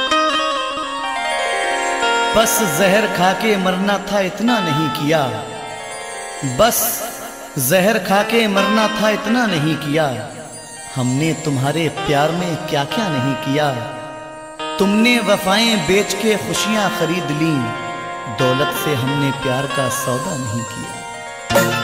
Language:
Hindi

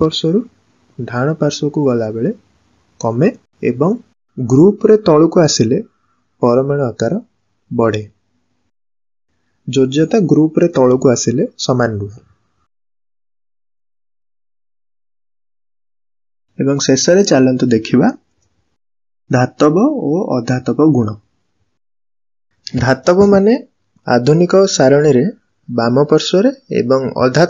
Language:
Odia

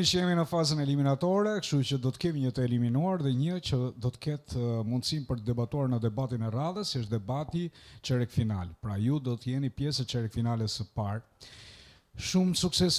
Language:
Albanian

